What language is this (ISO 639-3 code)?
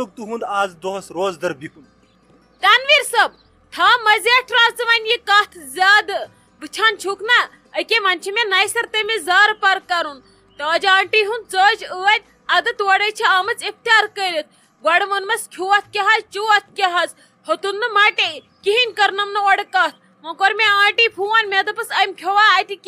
kas